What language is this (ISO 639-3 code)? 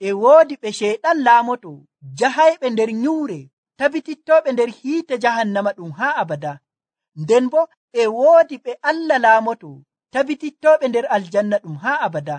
fuv